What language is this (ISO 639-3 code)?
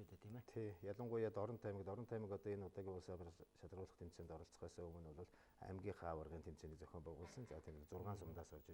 mon